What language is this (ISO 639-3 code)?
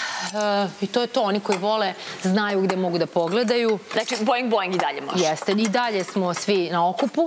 srp